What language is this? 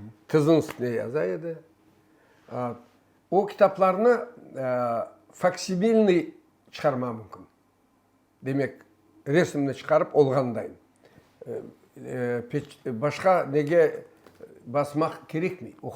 Crimean Tatar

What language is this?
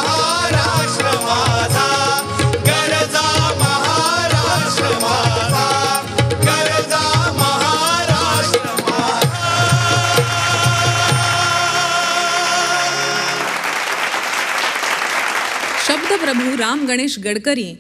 Marathi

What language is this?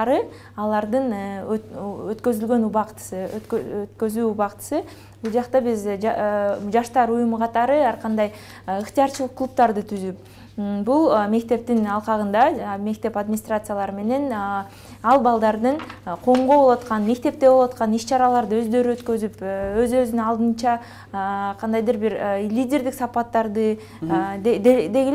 Kyrgyz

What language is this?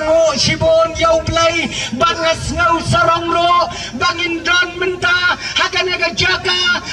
Khasi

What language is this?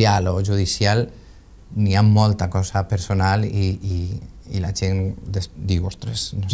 Catalan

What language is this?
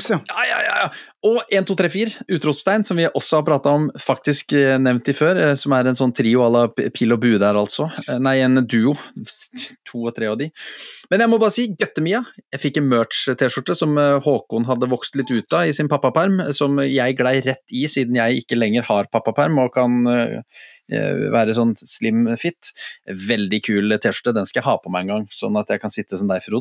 Norwegian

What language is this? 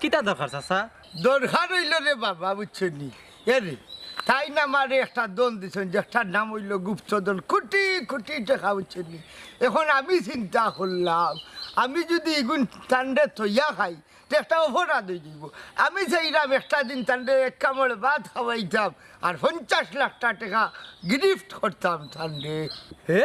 Sylheti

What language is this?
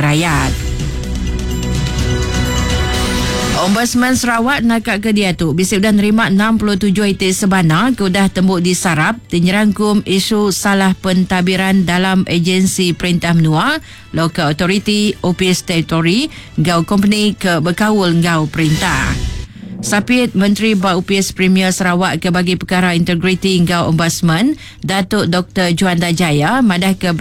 Iban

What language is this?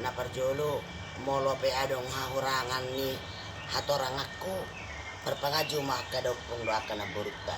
Batak Toba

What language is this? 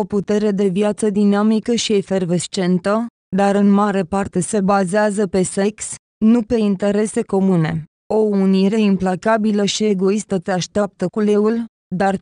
Romanian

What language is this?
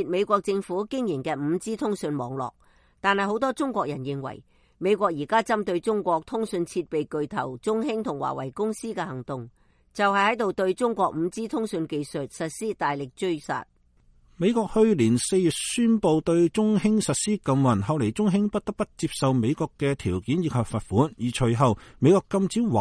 Cantonese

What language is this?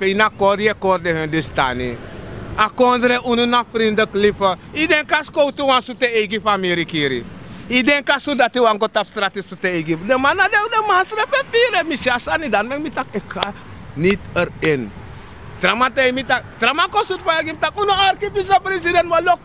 Sranan Tongo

